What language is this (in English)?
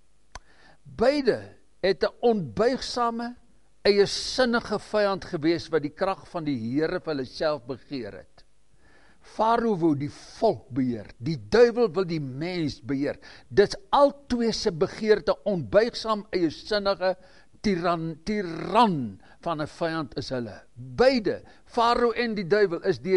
Afrikaans